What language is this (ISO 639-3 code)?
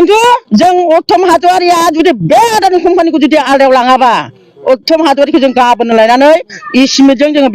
brx